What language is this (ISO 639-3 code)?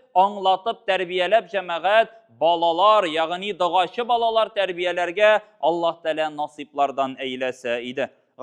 tat